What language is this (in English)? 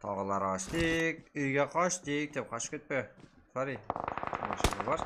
Kara-Kalpak